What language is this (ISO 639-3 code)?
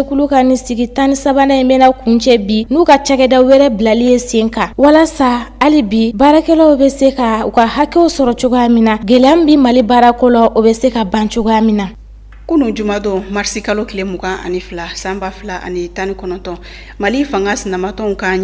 bam